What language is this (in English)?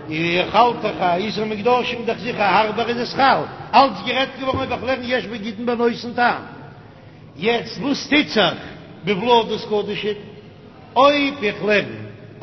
Yiddish